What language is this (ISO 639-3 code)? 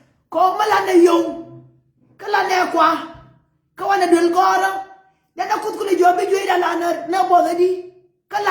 nus